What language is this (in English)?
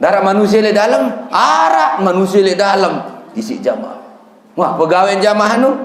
Sasak